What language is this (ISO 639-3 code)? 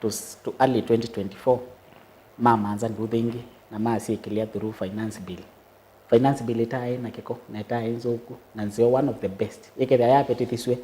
kam